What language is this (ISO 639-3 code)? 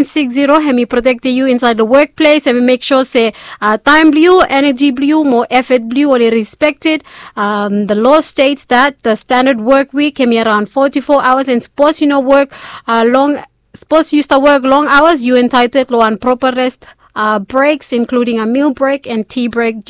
bis